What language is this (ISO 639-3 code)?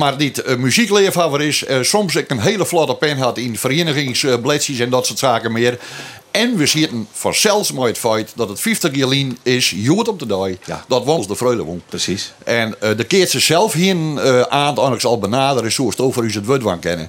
fry